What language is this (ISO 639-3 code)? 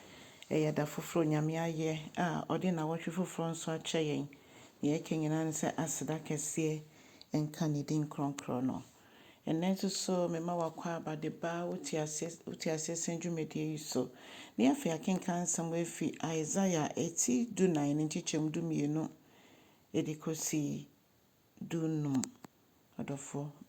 aka